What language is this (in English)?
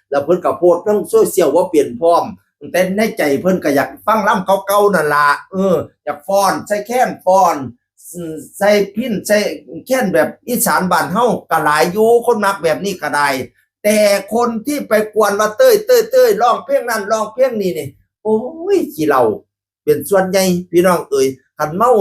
Northeastern Thai